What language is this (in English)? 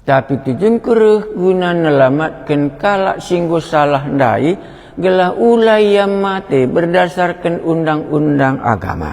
Batak Karo